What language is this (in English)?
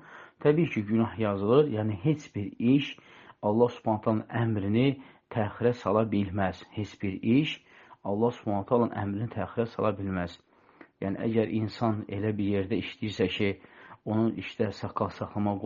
Azerbaijani